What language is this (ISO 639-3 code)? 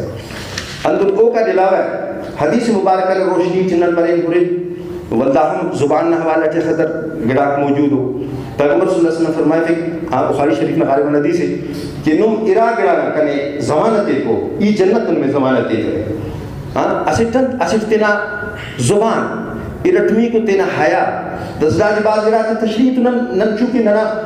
brh